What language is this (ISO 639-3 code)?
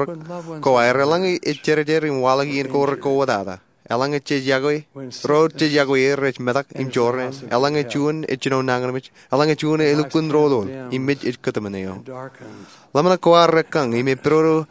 mah